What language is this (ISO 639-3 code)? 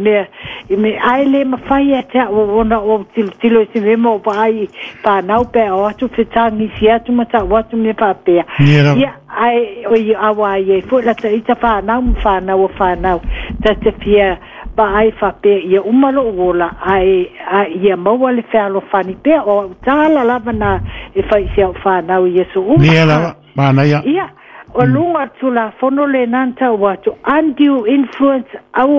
smo